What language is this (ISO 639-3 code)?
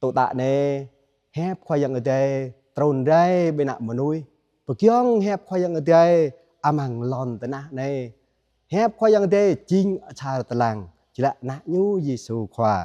jra